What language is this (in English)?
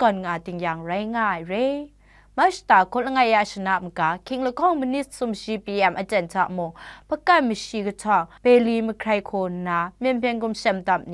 Kachin